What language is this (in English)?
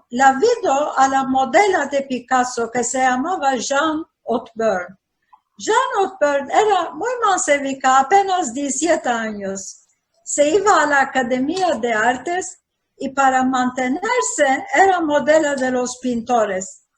Ladino